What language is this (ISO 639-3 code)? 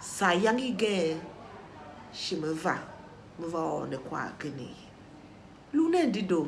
tiv